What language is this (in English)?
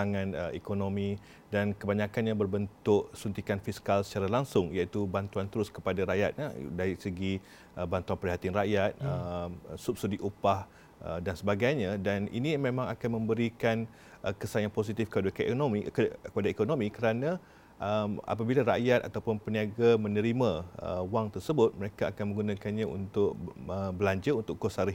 Malay